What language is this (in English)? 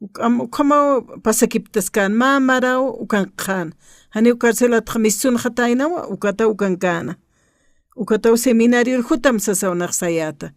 Aymara